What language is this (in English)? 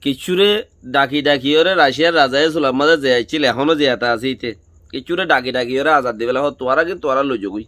Rohingya